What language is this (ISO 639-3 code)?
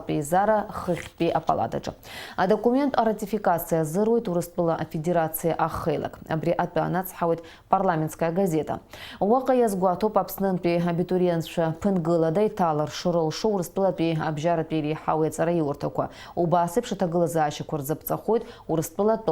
abk